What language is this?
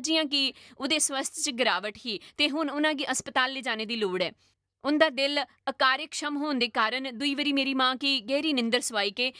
Dogri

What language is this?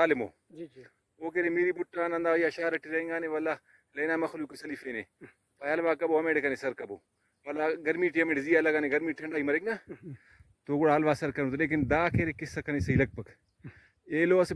Brahui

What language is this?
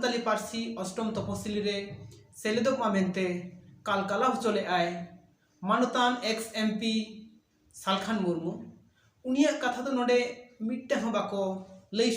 Santali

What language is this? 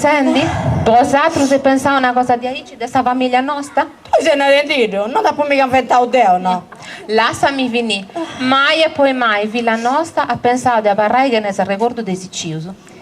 Sardinian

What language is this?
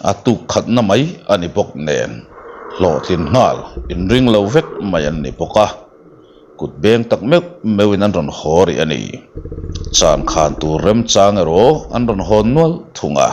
Mizo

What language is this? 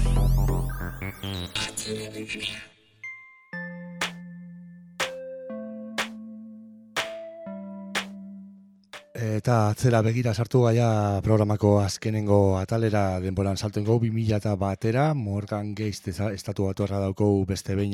Basque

